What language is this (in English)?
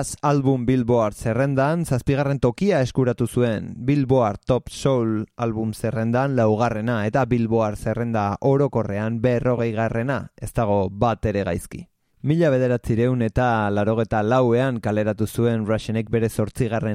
Basque